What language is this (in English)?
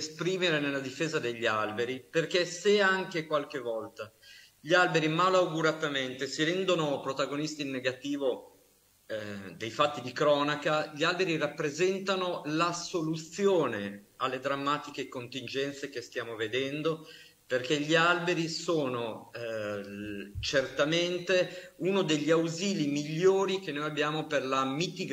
Italian